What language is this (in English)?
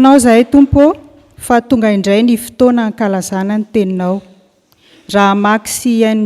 Malagasy